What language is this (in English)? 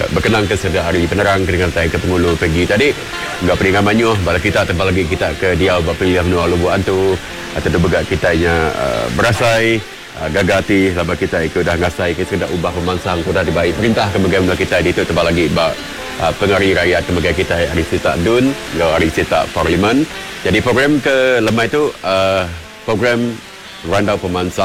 Iban